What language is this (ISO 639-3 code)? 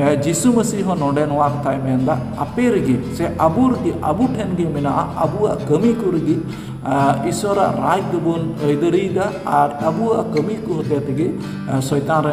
sat